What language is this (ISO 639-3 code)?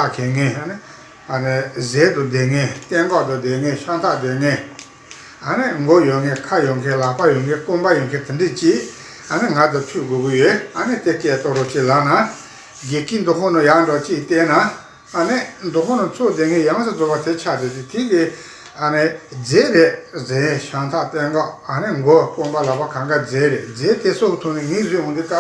bod